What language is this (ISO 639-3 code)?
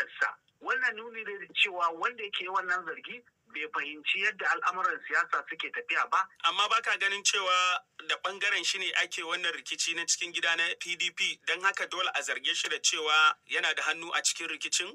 hau